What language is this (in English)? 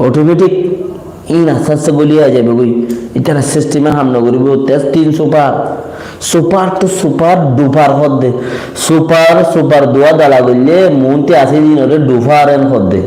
Rohingya